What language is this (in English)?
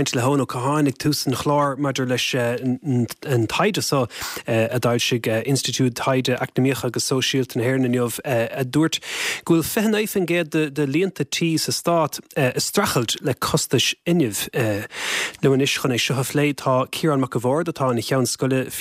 Irish